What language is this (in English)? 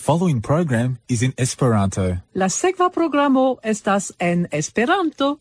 Esperanto